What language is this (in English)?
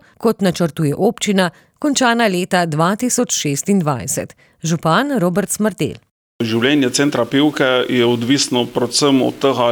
Slovenian